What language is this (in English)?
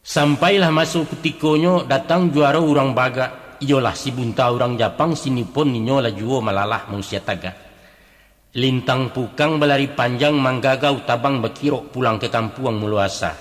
Minangkabau